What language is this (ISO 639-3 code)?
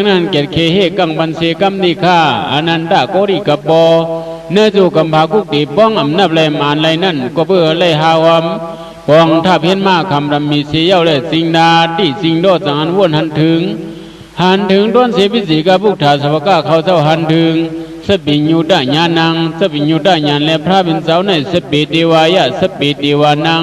shn